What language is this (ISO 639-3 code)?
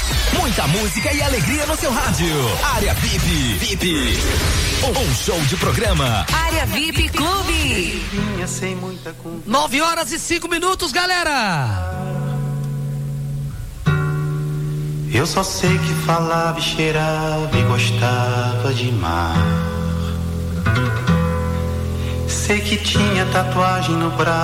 por